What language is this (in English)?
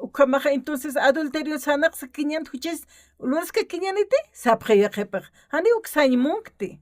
Aymara